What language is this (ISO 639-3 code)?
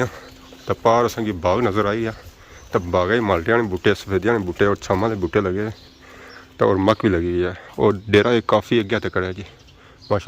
phr